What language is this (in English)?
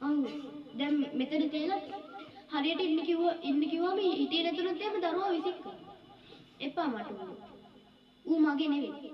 Sinhala